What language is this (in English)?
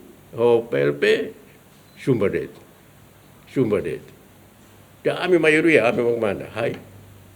Tetum